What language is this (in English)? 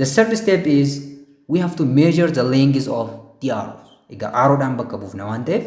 Oromo